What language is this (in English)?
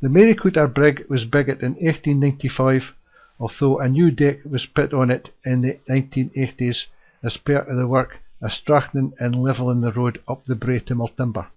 Scots